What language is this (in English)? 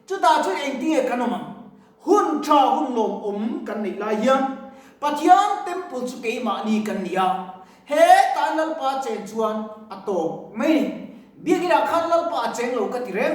Mizo